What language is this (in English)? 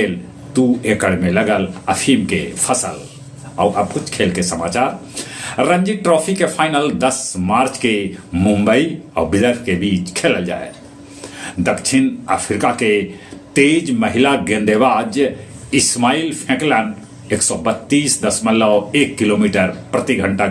Magahi